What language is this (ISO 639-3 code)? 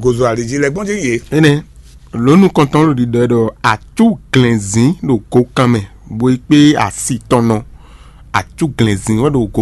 fon